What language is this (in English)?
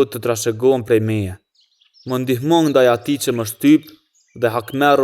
Albanian